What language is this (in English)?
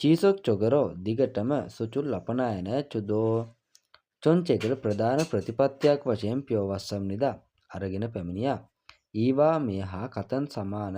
Sinhala